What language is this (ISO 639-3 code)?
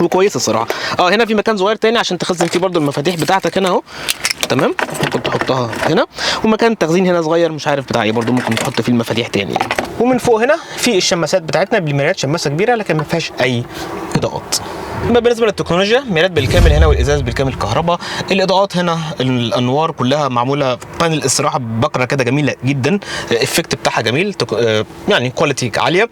arz